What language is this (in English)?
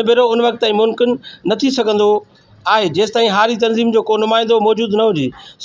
Sindhi